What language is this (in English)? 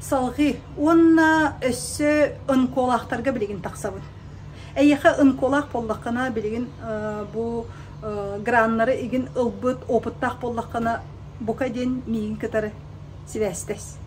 Yakut